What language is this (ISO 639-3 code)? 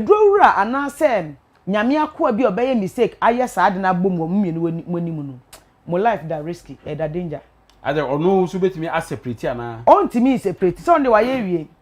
aka